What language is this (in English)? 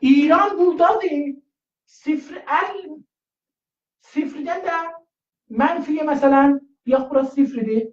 South Azerbaijani